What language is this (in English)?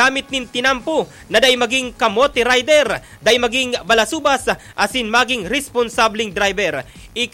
Bikol